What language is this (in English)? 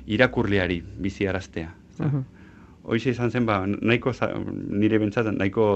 Basque